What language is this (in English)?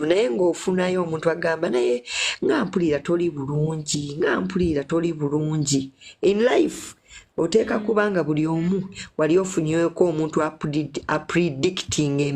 Ganda